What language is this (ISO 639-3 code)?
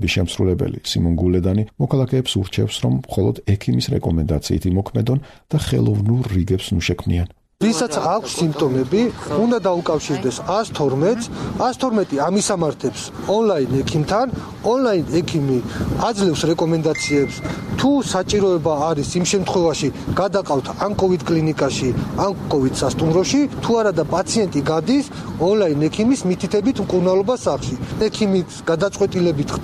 kat